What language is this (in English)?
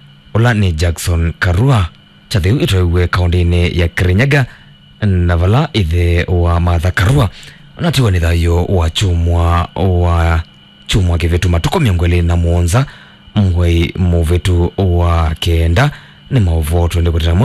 Kamba